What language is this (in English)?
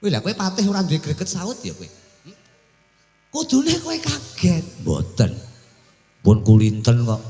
Javanese